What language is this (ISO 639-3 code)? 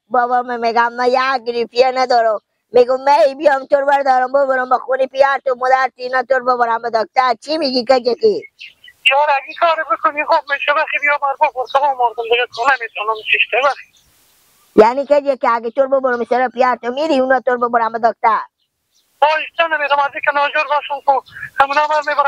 fas